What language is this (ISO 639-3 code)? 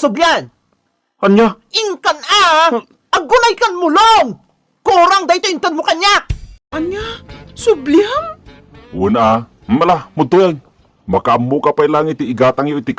ilo